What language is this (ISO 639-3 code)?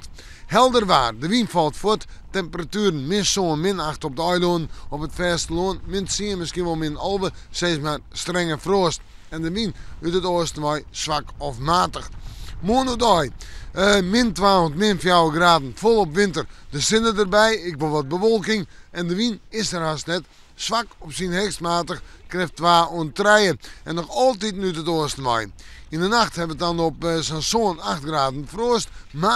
fry